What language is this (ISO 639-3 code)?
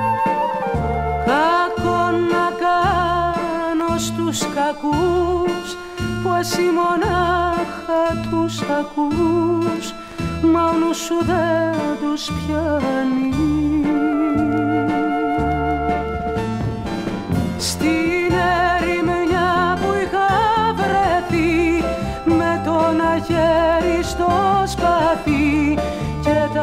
ell